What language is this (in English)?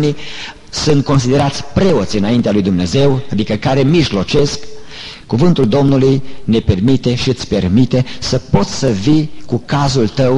Romanian